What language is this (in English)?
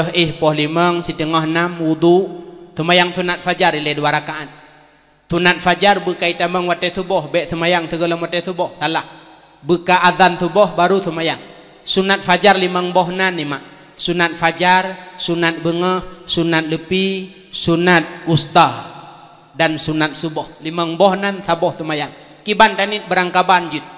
Achinese